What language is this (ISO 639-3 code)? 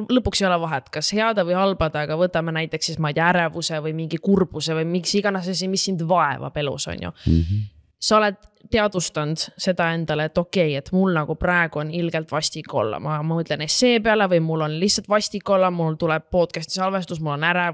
est